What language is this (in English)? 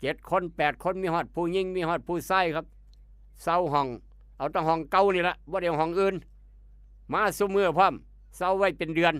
Northeastern Thai